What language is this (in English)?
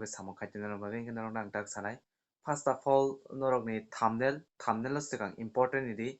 Kok Borok